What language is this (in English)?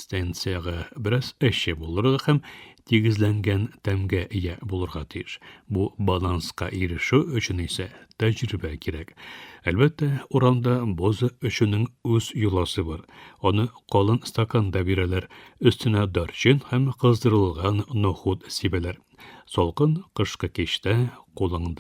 Tatar